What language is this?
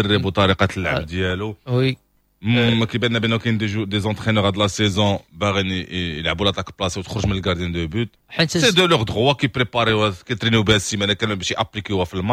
Moroccan Arabic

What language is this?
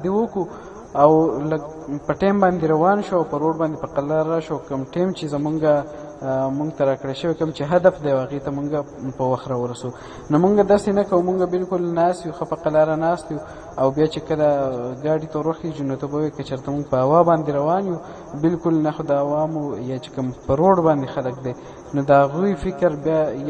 Pashto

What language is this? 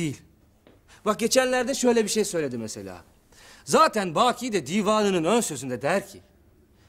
Turkish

